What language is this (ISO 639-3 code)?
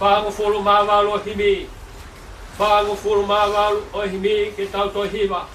ton